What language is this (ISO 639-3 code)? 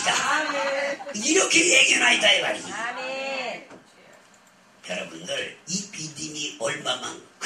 kor